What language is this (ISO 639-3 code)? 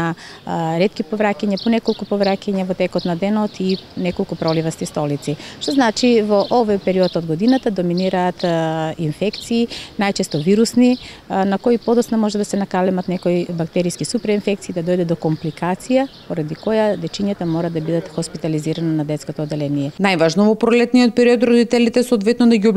mkd